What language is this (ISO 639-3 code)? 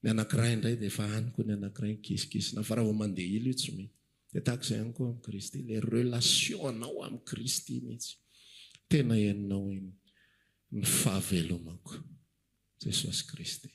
mlg